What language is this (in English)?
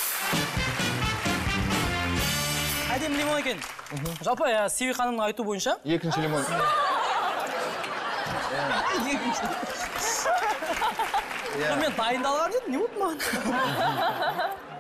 Kazakh